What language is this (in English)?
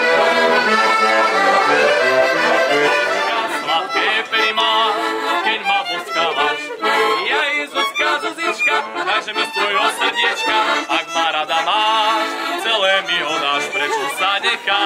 Slovak